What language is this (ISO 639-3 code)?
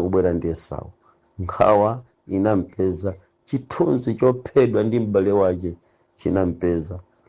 nya